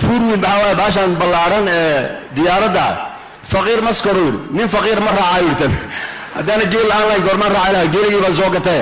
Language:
Somali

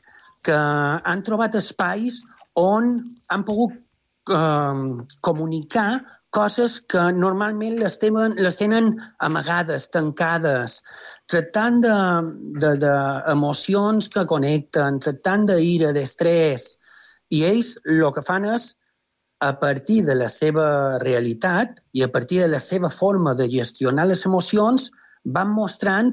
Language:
Catalan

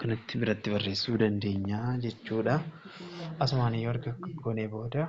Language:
Oromo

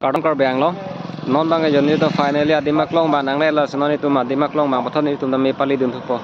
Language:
Karbi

